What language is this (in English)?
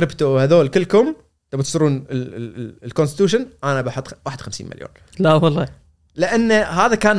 Gulf Arabic